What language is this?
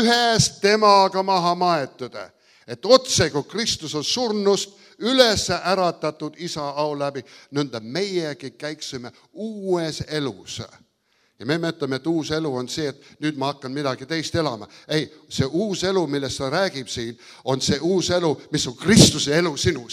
Estonian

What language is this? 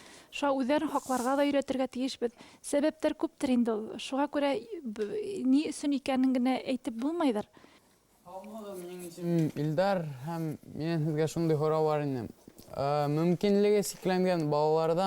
Bashkir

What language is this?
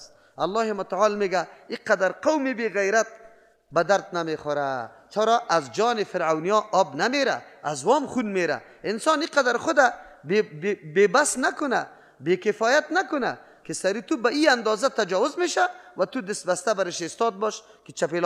Persian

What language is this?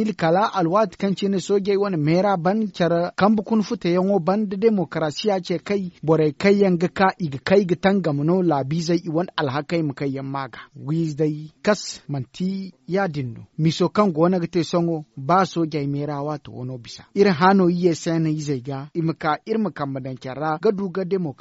Zarma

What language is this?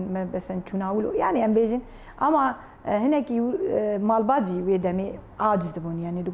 Kurdish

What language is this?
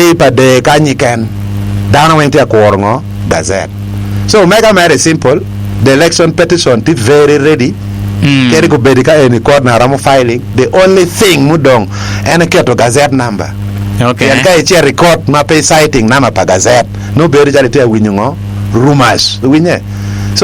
Acoli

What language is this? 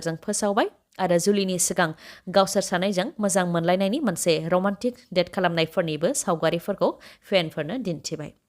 Bodo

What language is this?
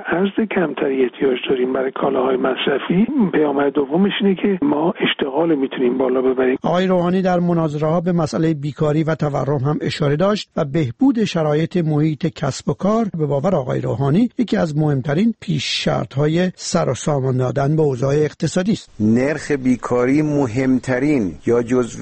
Persian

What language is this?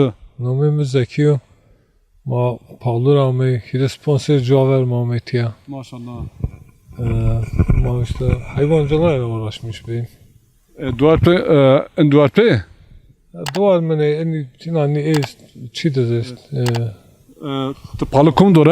Zaza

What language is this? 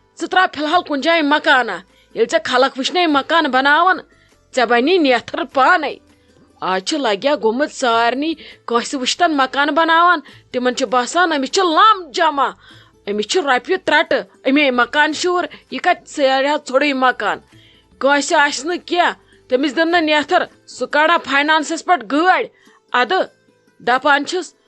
Kashmiri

